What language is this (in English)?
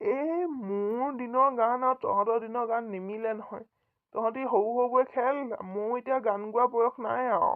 Assamese